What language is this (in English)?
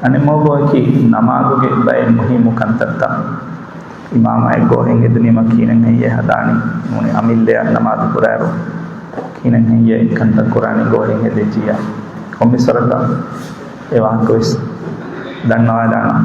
Divehi